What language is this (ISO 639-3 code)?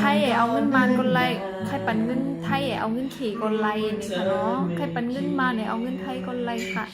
shn